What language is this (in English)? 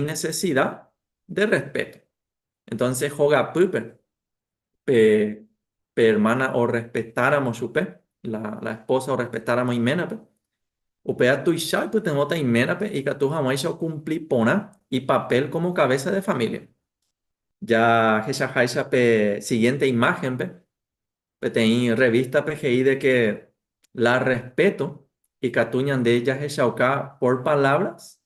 Guarani